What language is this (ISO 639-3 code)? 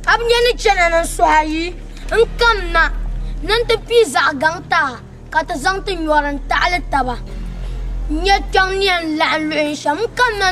dag